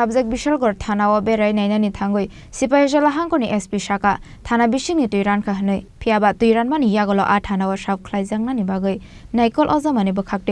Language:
Kok Borok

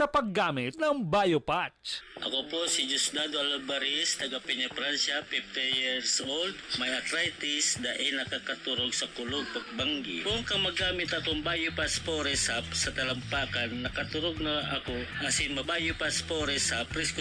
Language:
Bikol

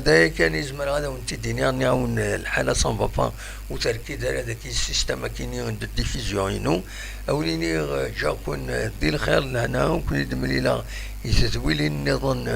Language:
Kabyle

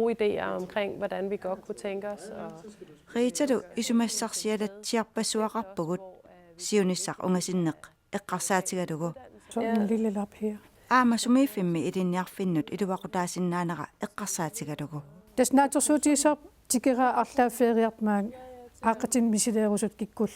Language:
Kalaallisut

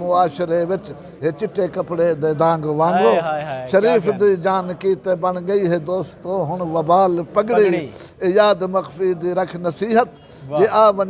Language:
Saraiki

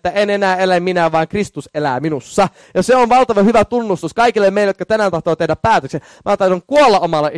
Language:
Finnish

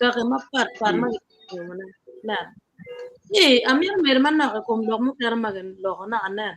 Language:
Acoli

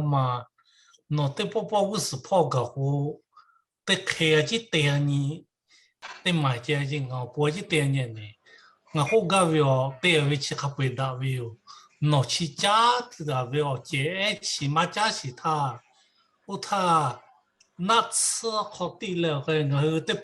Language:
Lahu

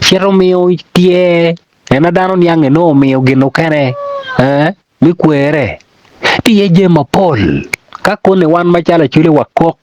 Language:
Acoli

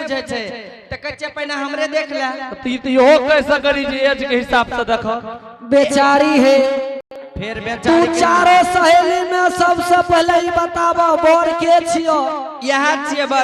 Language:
Angika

